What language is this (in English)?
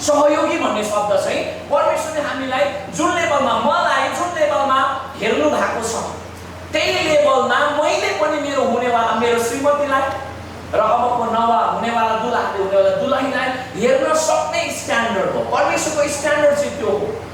Nepali